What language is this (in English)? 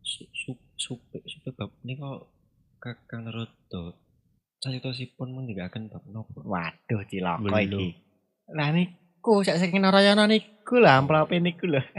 Javanese